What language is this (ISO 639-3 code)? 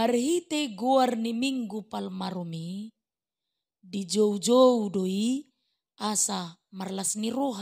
bbc